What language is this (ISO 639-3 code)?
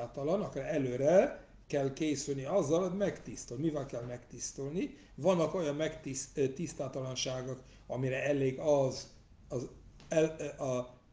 hun